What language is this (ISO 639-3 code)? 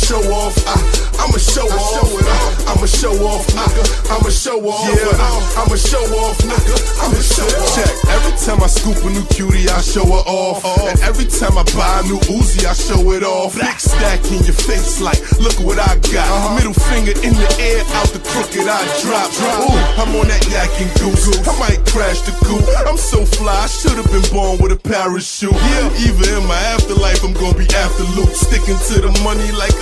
eng